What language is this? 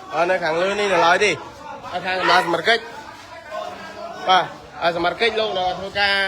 Khmer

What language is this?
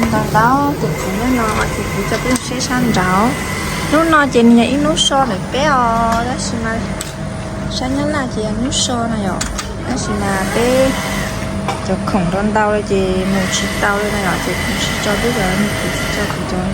Hmong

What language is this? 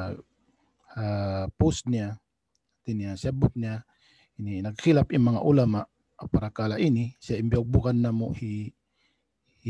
Tausug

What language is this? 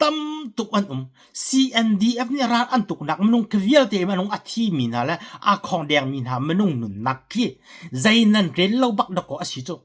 Hakha Chin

